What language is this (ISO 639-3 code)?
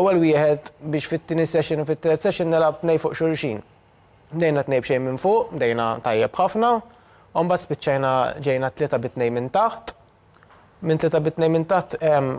mlt